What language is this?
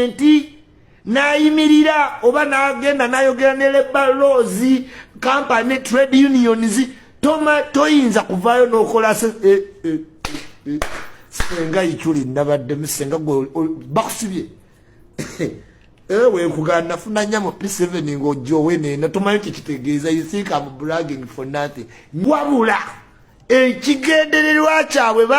Ganda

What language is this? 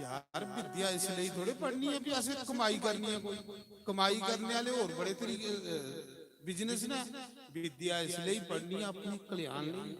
Dogri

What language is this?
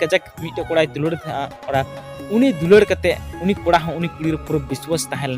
Santali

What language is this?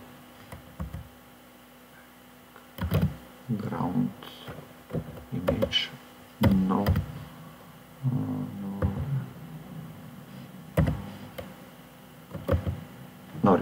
Bulgarian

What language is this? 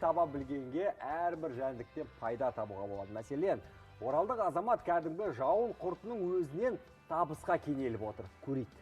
Kazakh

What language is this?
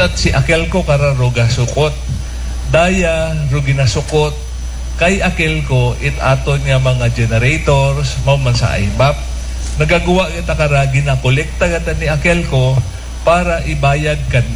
Aklanon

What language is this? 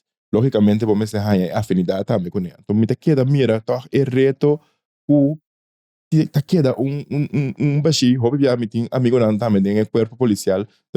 Papiamento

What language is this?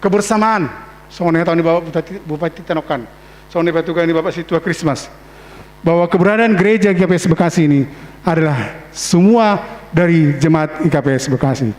Batak Simalungun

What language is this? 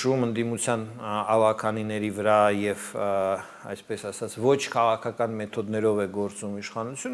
Armenian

